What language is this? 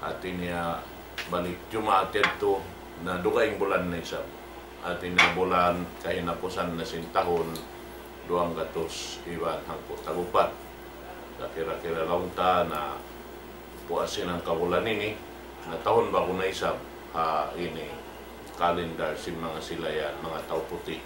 Tausug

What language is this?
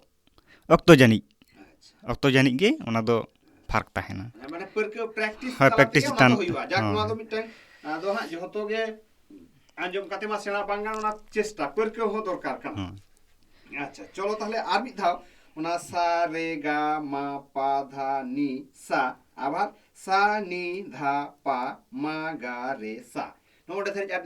Santali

